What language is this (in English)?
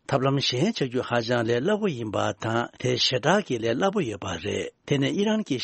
Tibetan